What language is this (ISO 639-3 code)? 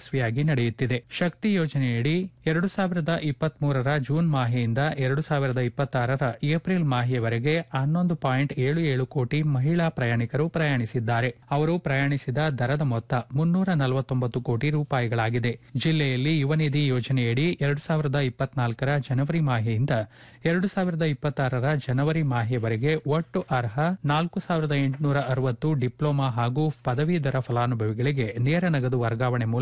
kan